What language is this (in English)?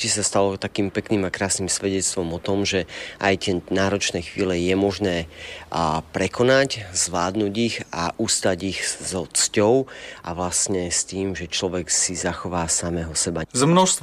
Slovak